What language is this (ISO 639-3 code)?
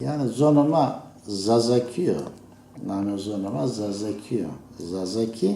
zza